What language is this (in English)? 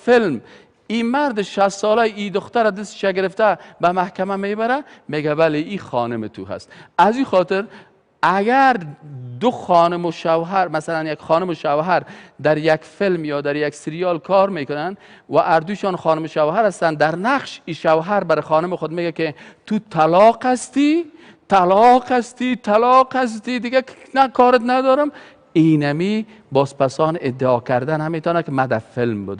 Persian